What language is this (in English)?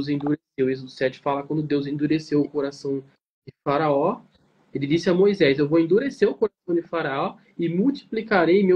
Portuguese